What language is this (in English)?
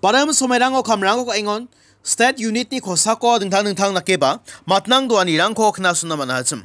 Garo